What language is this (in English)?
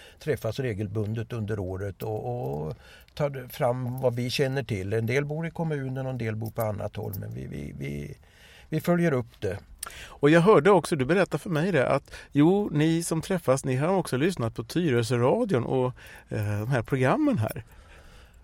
Swedish